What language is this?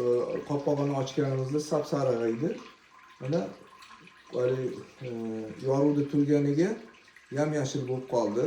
Uzbek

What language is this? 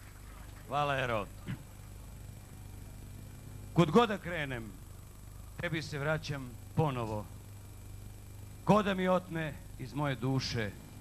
Serbian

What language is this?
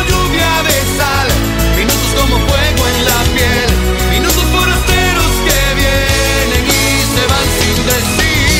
Spanish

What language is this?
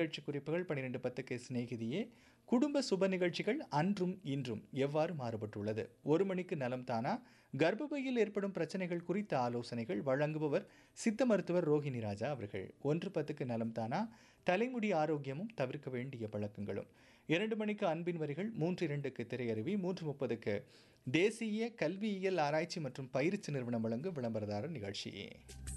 Tamil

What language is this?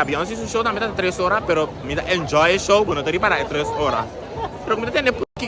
Papiamento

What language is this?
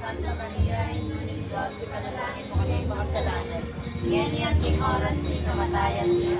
Pampanga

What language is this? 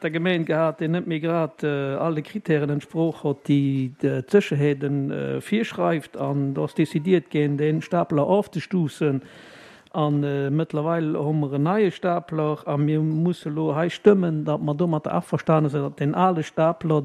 Luxembourgish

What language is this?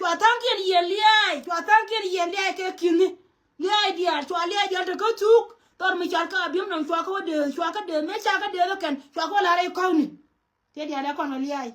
Nuer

